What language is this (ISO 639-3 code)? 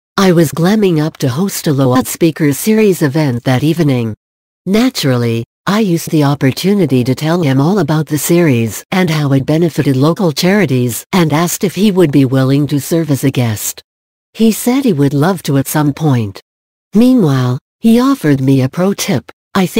eng